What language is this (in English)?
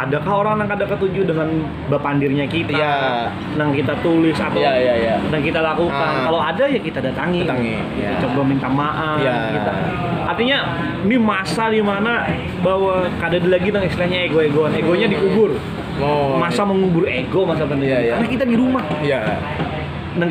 Banjar